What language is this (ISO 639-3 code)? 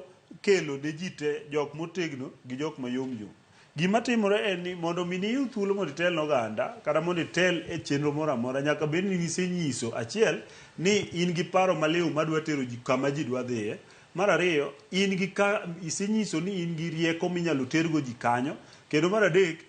luo